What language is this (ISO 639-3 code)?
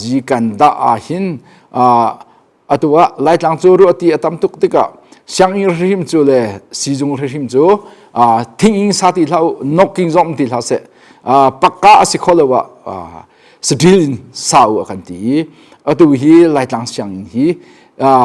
cnh